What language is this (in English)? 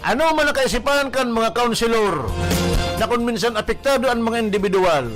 Bikol